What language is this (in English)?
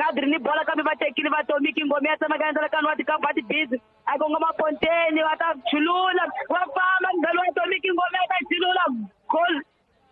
Tsonga